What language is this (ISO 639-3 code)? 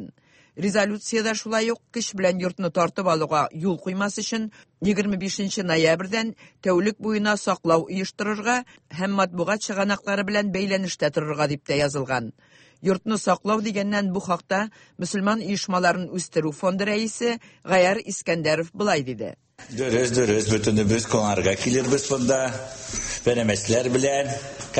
tat